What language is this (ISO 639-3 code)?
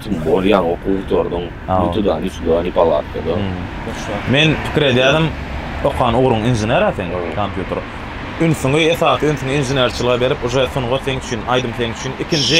tuk